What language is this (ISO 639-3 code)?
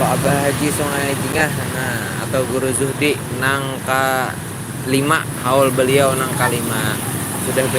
bjn